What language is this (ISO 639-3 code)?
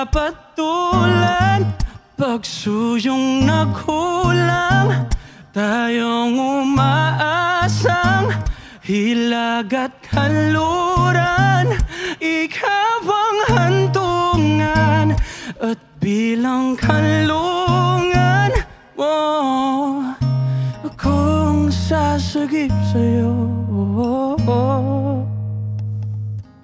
fil